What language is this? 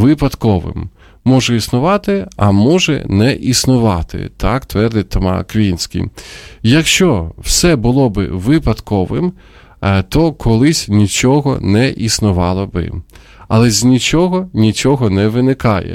Ukrainian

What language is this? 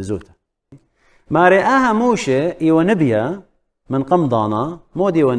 Assyrian Neo-Aramaic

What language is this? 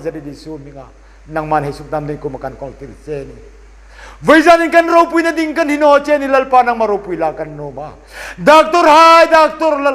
Hmar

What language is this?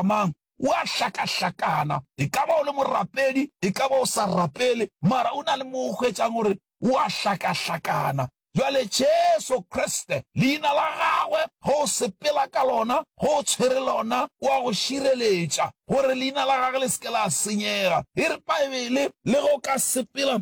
Northern Sotho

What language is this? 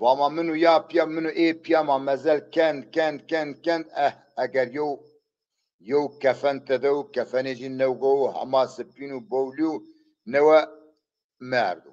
Zaza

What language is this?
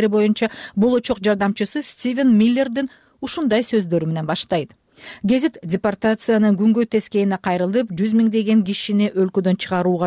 Kyrgyz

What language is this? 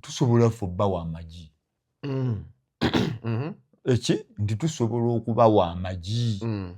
Ganda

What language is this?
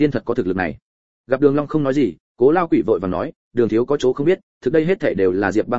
Vietnamese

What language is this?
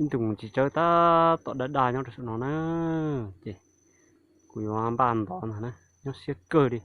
Hmong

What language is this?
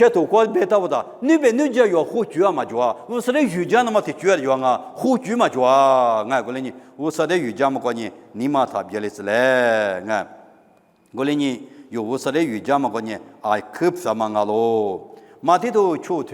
Lisu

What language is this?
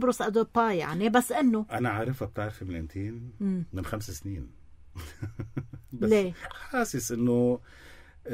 North Levantine Arabic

